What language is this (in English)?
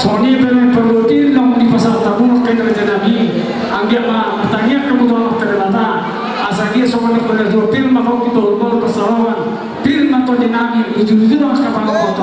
Batak Toba